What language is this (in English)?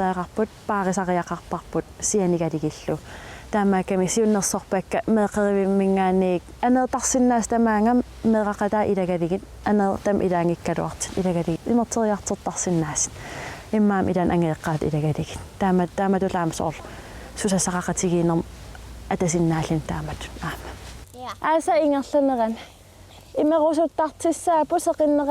Kalaallisut